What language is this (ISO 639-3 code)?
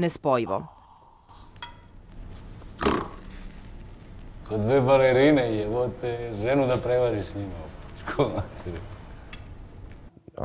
srp